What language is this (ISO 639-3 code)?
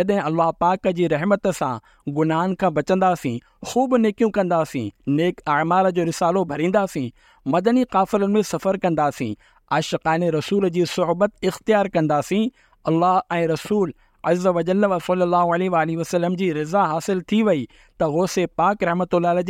snd